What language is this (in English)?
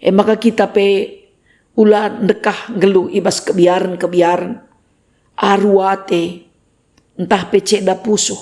Batak Karo